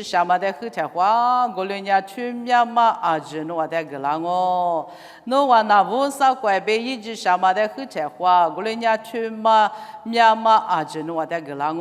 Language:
Lisu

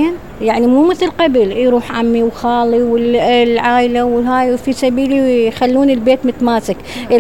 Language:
Mesopotamian Arabic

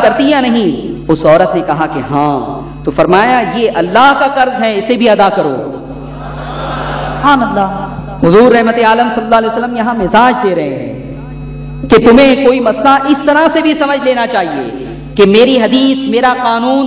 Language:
Urdu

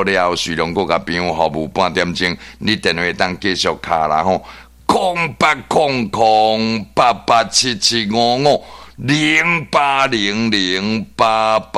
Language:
Min Nan Chinese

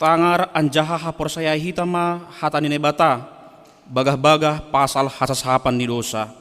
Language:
Batak Simalungun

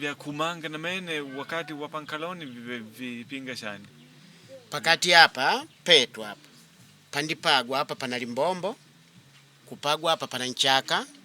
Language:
Makonde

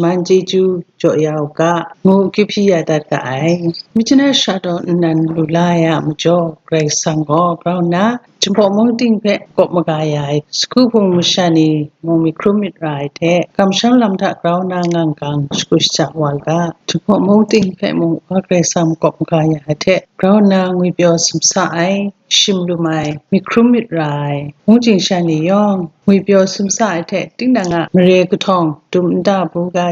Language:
Kachin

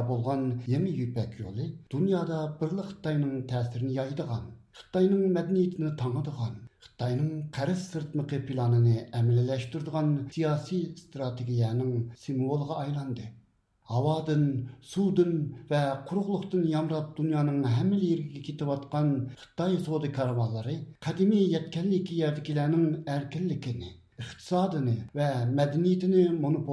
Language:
Uyghur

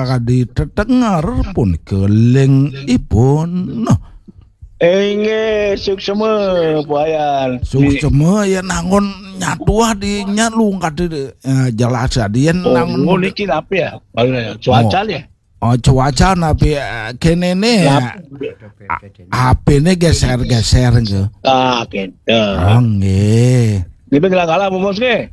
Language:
Balinese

